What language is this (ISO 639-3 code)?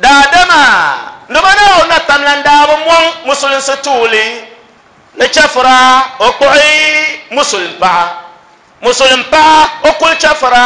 dag